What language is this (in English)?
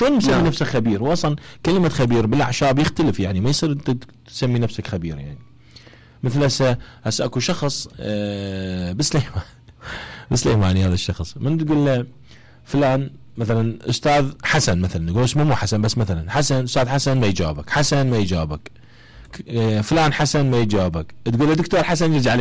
Mesopotamian Arabic